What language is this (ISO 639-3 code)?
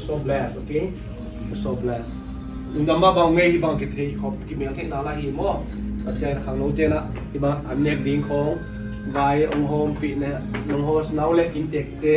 ctd